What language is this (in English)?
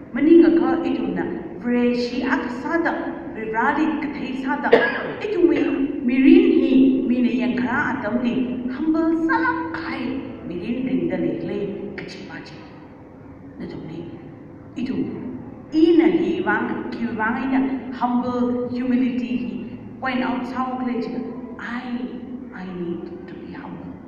Tangkhul Naga (India)